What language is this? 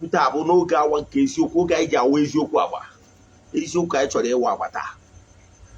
Igbo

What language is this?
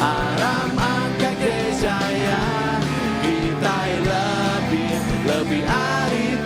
Iban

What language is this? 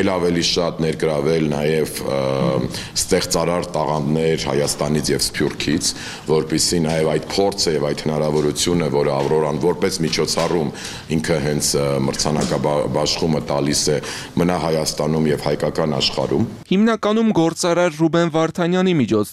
Armenian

